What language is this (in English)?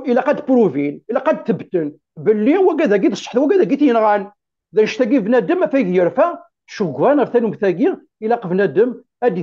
Kabyle